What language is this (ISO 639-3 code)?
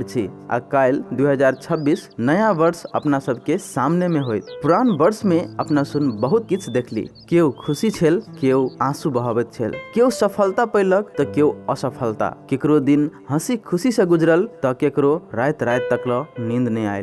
mai